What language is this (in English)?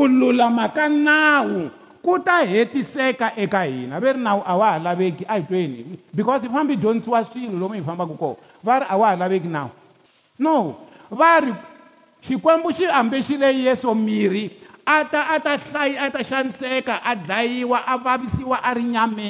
Tsonga